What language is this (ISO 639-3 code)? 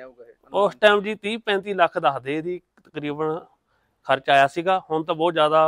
pan